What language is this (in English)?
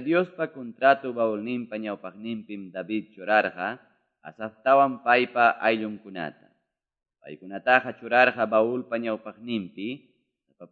Ayacucho Quechua